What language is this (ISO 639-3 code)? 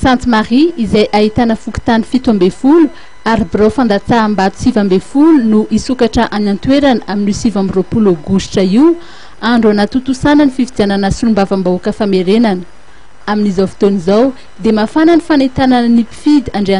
mlg